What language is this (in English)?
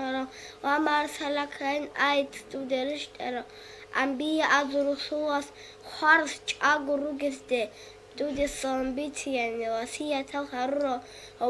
Avaric